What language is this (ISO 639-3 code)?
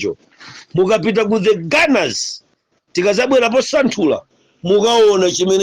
nya